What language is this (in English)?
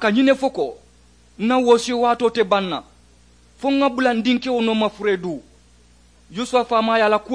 Mandingo